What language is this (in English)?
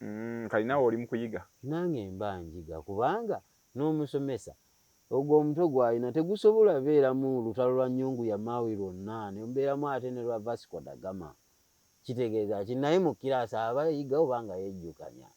Ganda